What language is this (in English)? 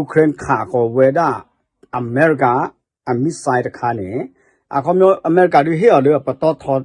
S'gaw Karen